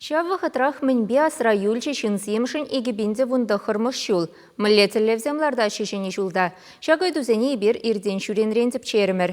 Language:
Chuvash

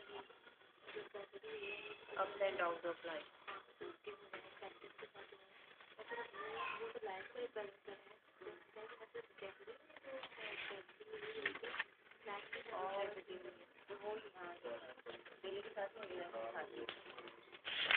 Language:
Hindi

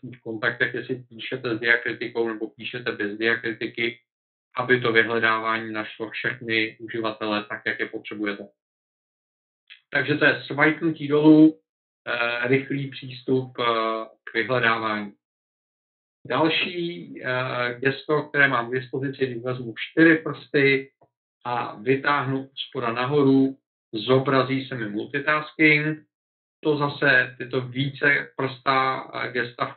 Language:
Czech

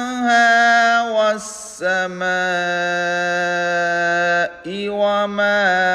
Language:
Divehi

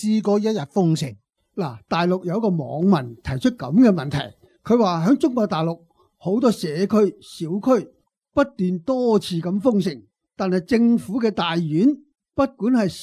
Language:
Cantonese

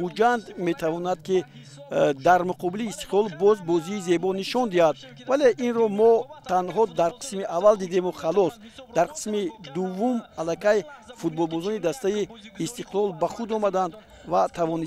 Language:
Tajik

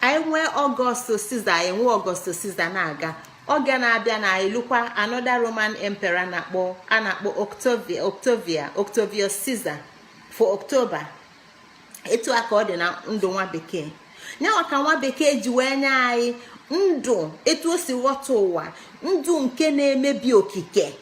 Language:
Igbo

